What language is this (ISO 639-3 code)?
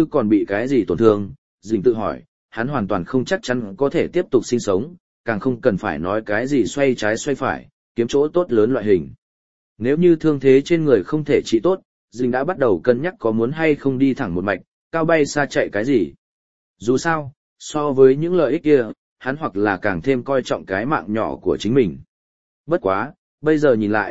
vie